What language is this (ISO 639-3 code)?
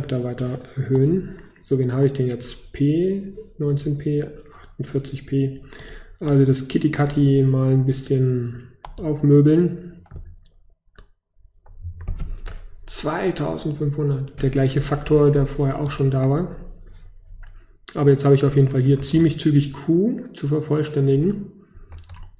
deu